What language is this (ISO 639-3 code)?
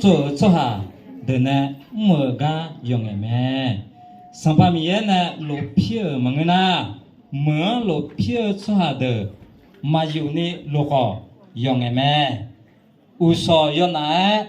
ahk